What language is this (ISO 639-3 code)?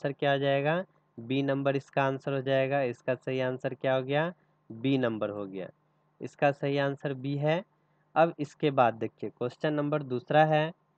hin